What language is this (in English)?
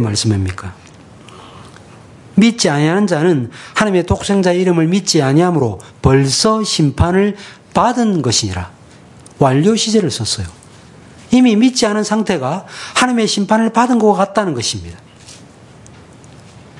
Korean